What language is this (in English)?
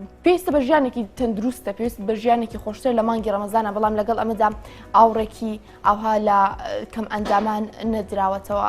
Central Kurdish